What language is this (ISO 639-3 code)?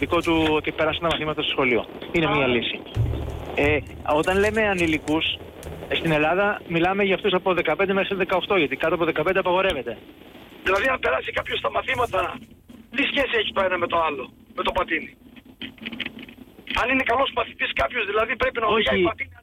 ell